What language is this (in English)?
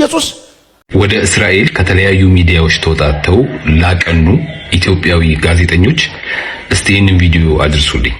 Amharic